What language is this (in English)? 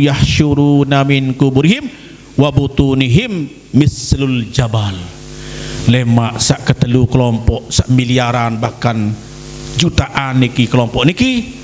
Sasak